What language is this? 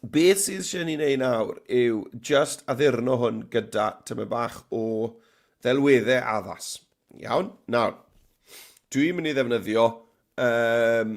Welsh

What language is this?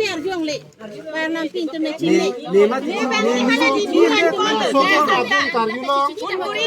Karbi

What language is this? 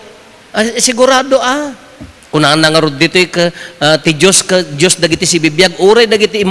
Iloko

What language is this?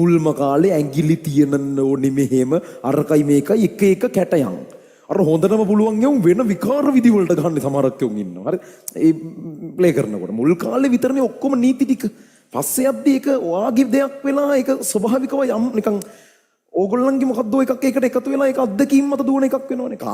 Sinhala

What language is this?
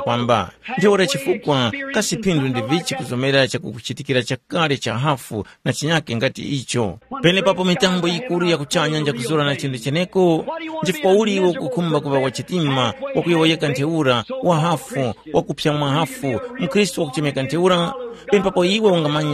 Tumbuka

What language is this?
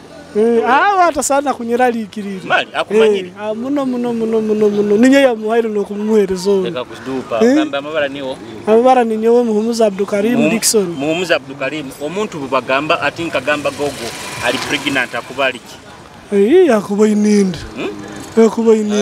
Nyoro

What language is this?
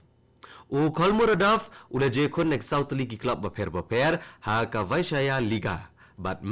Khasi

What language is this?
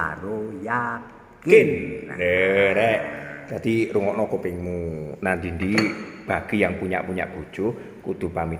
Javanese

